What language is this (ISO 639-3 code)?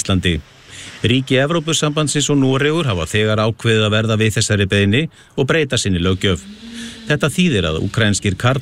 isl